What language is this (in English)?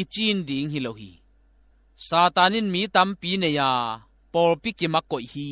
Tedim Chin